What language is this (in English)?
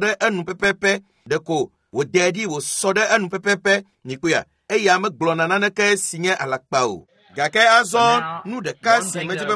Ewe